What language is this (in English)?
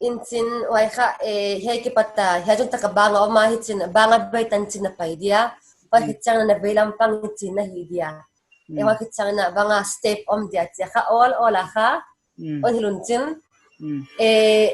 Paite Chin